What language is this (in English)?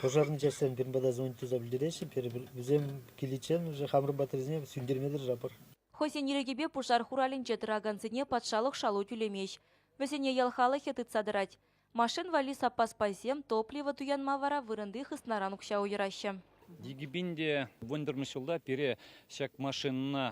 Chuvash